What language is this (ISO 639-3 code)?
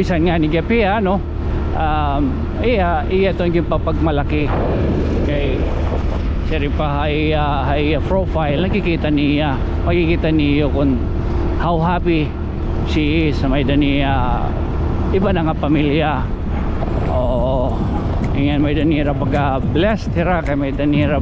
war